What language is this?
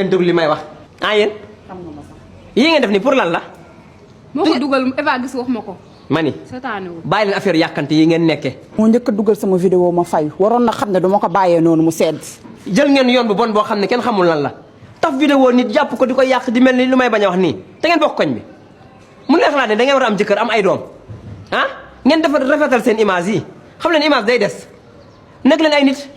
Wolof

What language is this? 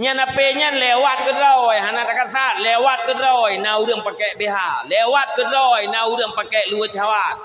Achinese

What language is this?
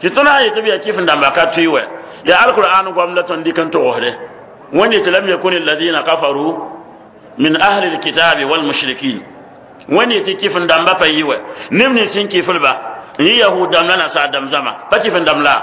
Mossi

